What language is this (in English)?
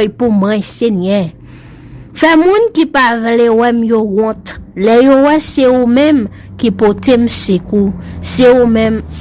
Haitian Creole